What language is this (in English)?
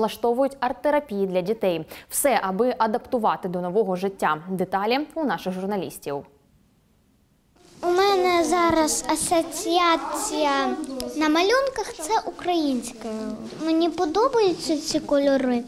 Ukrainian